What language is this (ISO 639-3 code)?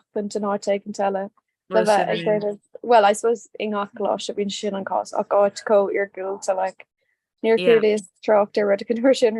gle